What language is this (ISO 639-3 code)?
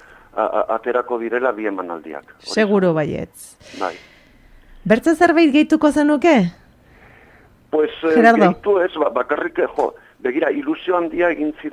eus